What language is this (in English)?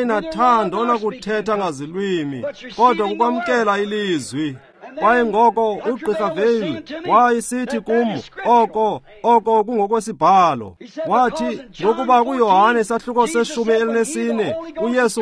Xhosa